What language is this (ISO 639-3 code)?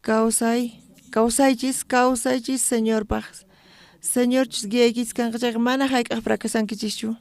quh